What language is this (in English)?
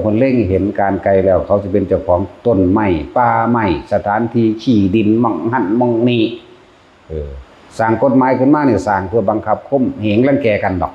Northeastern Thai